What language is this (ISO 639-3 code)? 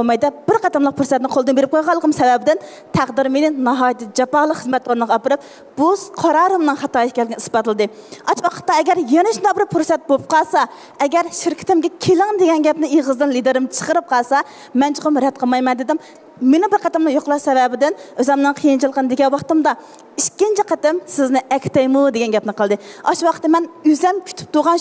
uig